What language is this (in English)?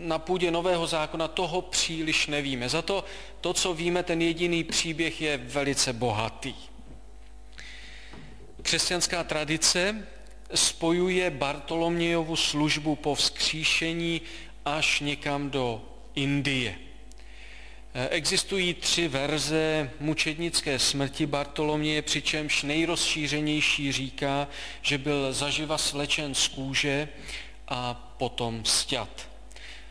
Czech